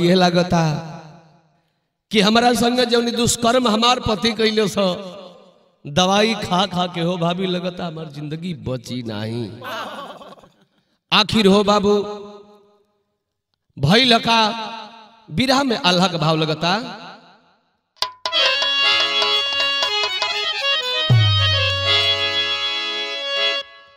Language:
Bhojpuri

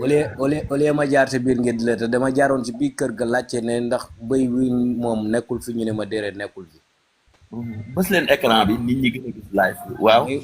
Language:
Wolof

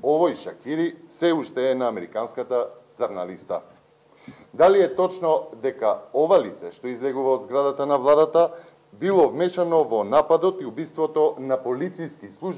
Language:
Macedonian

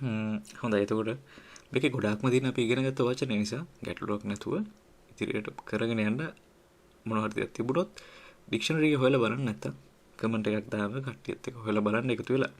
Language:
Sinhala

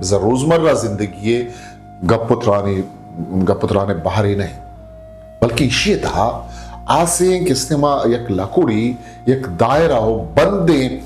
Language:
Eastern Balochi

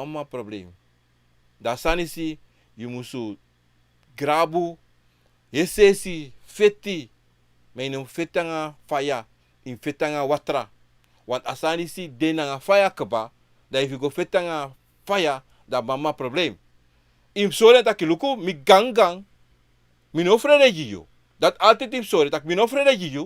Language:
Sranan Tongo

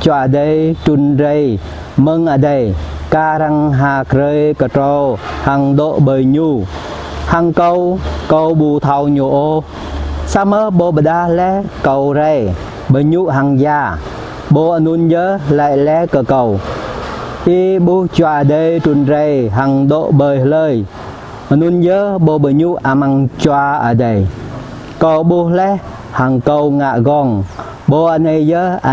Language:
Jarai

